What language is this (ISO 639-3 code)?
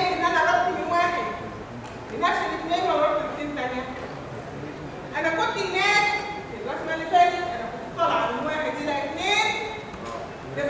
arz